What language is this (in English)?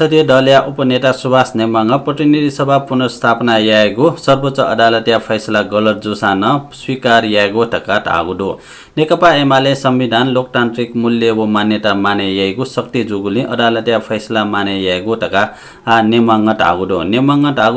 Newari